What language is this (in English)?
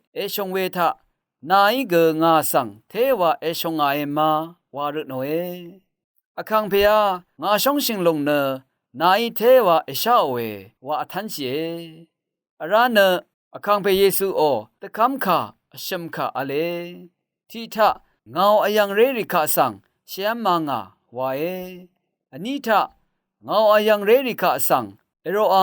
Rawang